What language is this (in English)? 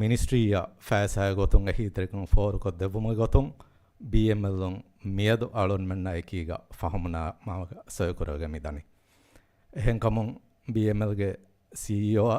Divehi